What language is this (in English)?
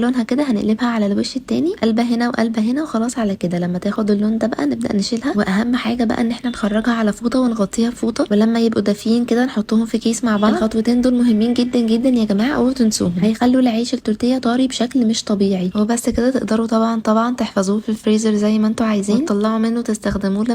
Egyptian Arabic